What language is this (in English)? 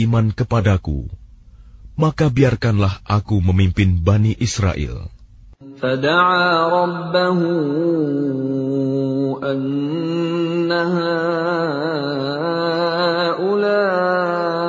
Indonesian